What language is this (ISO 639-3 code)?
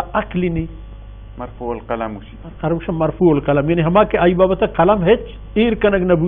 bal